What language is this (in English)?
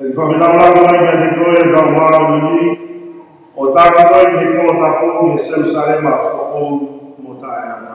Tongan